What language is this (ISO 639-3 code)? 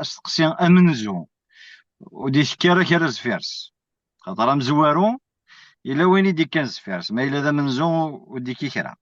kab